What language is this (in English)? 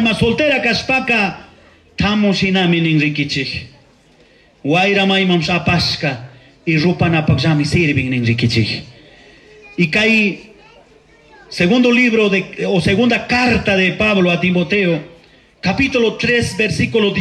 Chimborazo Highland Quichua